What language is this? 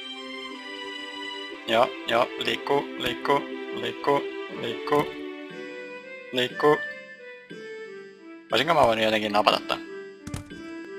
Finnish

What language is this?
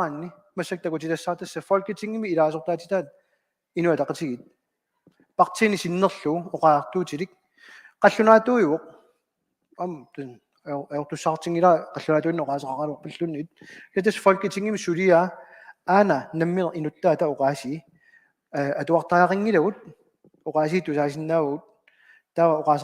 Kalaallisut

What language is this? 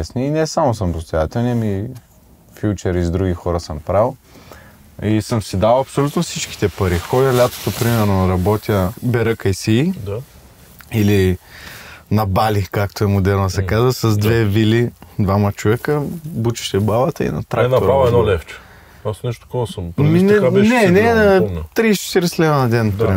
Bulgarian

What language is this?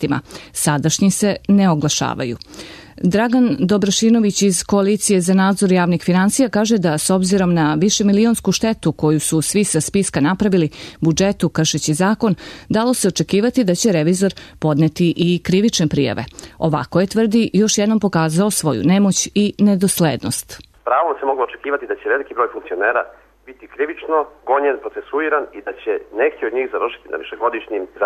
Serbian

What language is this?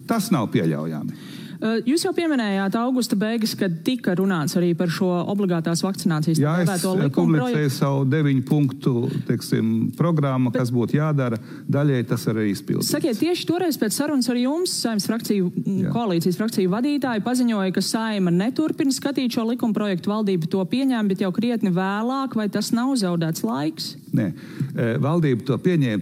Latvian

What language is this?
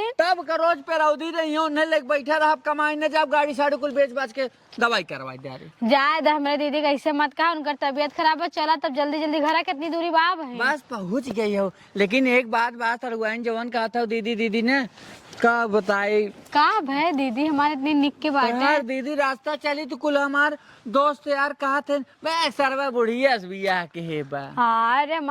Awadhi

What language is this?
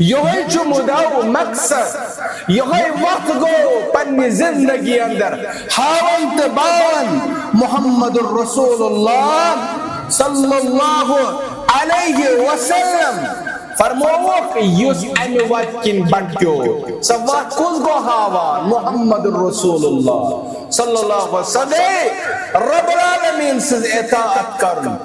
Kashmiri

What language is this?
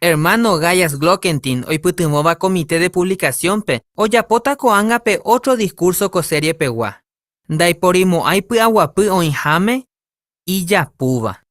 Guarani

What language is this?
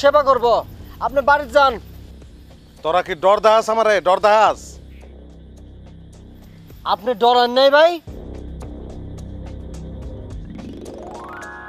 Bangla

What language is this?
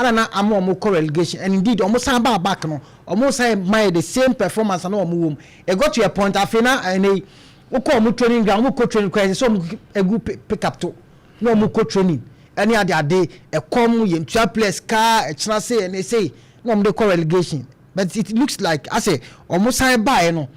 Akan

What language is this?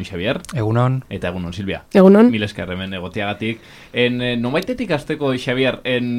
Basque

